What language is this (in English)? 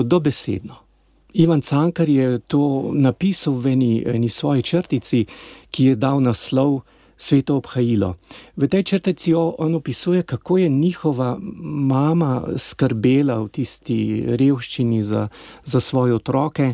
Slovenian